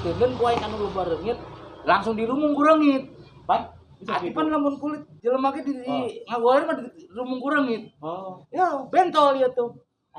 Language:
Sundanese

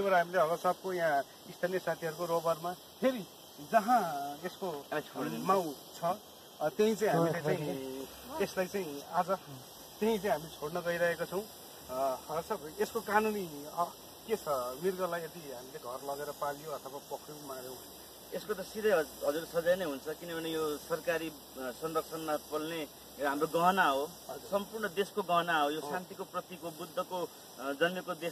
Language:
Nepali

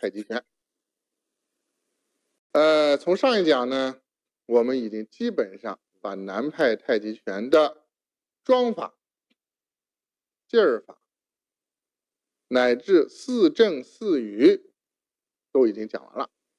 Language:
Chinese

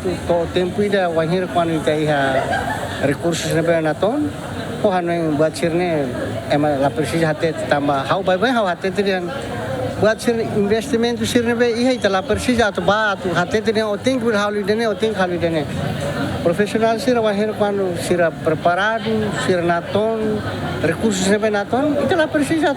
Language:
Tetum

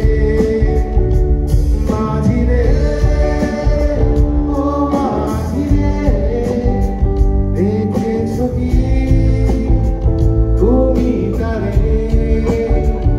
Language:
Bangla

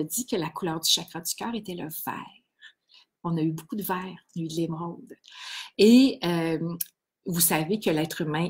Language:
French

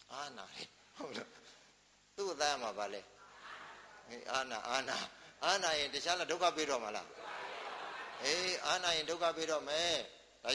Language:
Burmese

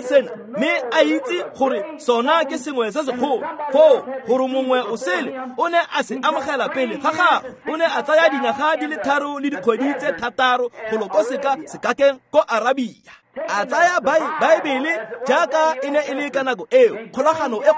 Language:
Tswana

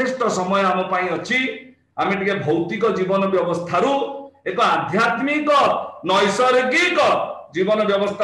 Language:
Odia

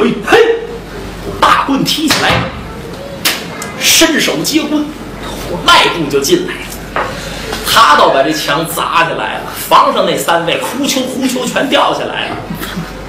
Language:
Chinese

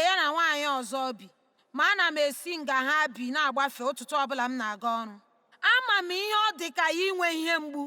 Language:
Igbo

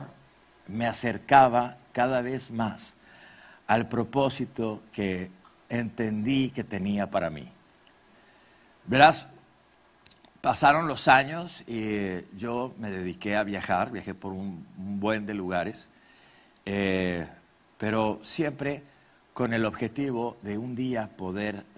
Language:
Spanish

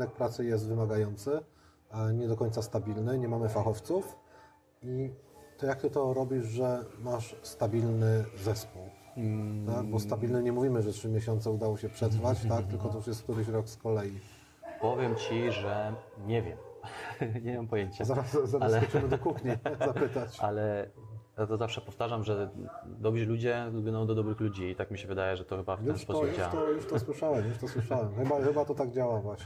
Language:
Polish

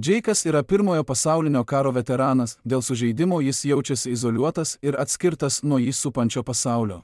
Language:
Lithuanian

